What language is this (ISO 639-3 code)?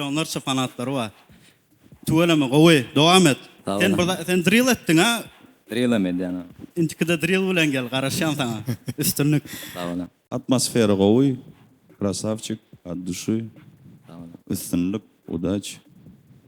tuk